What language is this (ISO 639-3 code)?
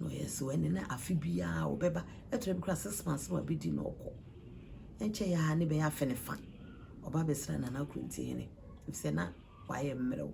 aka